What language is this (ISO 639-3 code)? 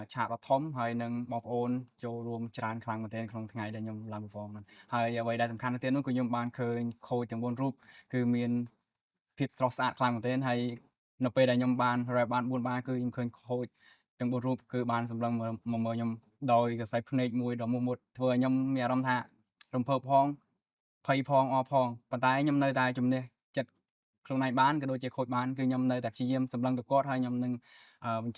khm